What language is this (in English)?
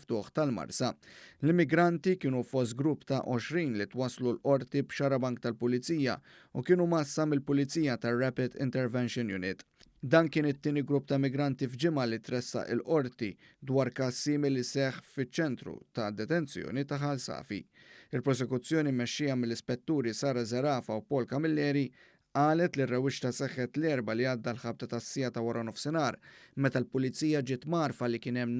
Maltese